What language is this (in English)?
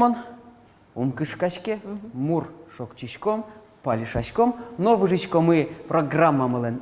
Udmurt